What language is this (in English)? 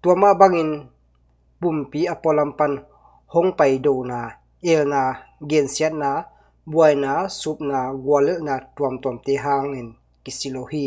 Tedim Chin